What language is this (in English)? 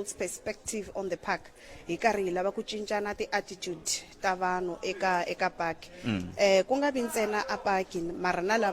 Tsonga